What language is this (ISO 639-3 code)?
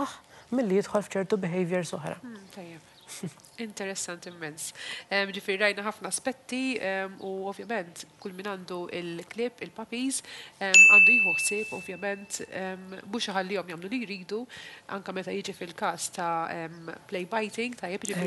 mlt